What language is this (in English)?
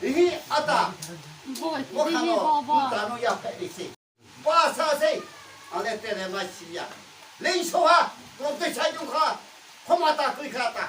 Riang (India)